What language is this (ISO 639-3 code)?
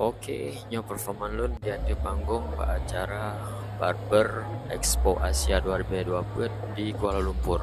ace